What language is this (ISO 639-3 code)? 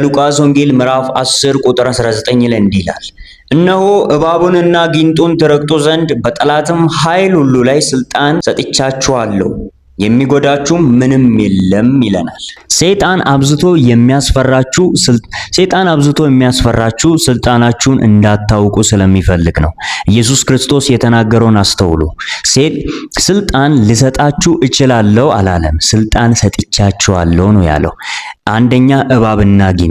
amh